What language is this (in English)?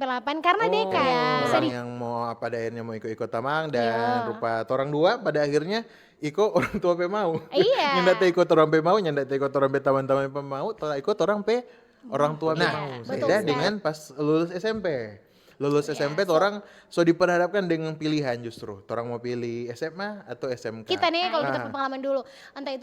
Manado Malay